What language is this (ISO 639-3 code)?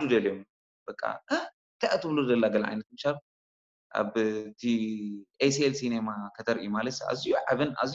tir